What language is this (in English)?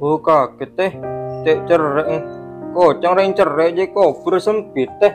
Madurese